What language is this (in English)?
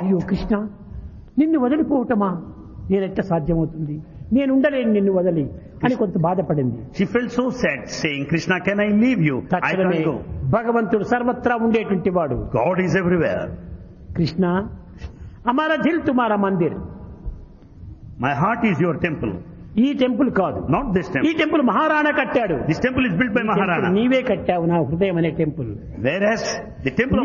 Telugu